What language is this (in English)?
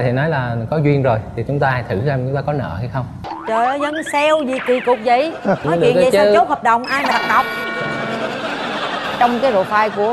Vietnamese